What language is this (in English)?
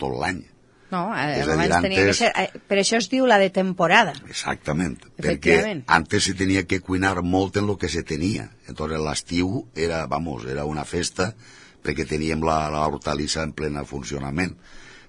Catalan